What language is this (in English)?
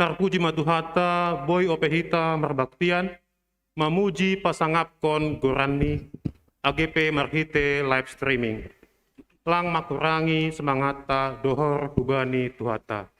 Batak Simalungun